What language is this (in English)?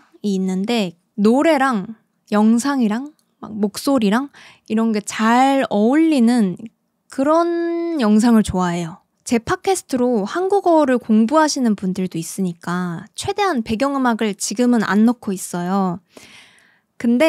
Korean